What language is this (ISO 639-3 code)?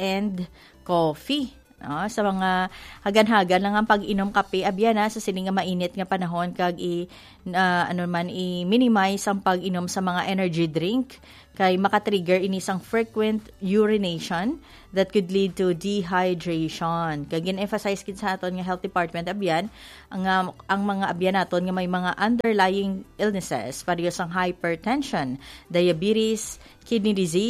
hil